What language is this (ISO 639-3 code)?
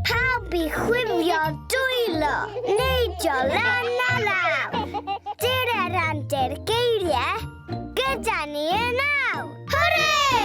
cym